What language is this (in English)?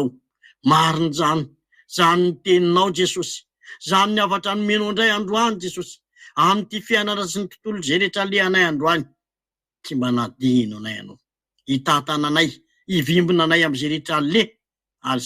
Malagasy